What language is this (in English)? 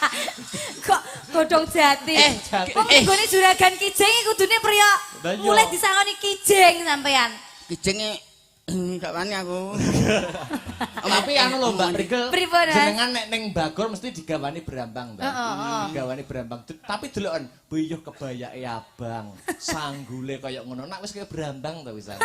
Javanese